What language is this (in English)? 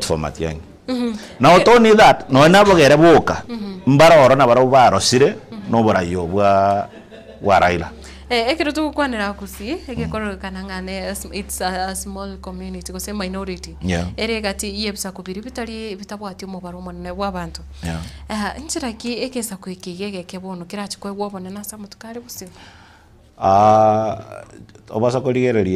Gusii